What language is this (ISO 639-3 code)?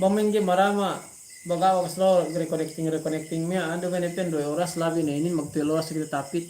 yka